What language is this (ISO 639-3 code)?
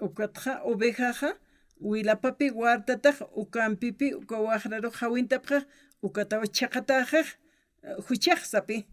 aym